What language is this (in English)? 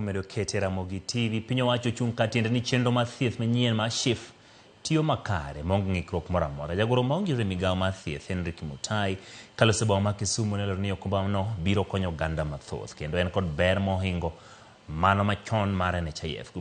Luo (Kenya and Tanzania)